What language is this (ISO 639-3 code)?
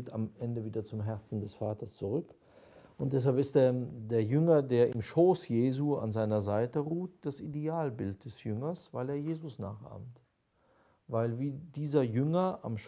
deu